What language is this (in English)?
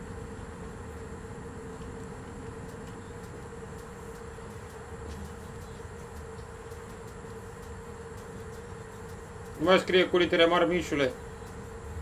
Romanian